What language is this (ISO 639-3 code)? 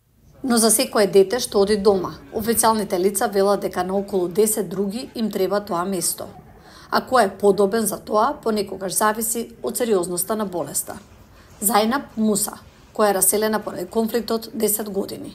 mkd